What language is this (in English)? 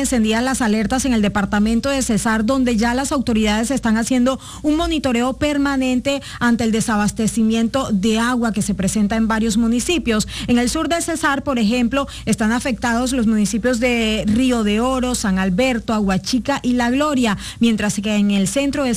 Spanish